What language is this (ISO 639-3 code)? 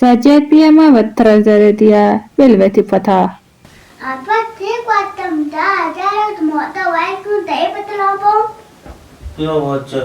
bal